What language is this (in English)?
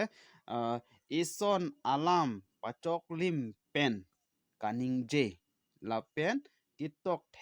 Karbi